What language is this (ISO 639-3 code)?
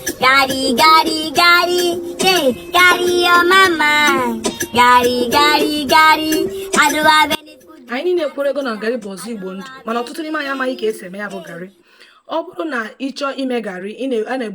ibo